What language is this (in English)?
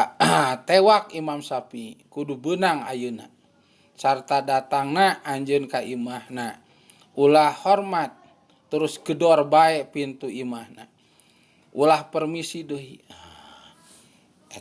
Sundanese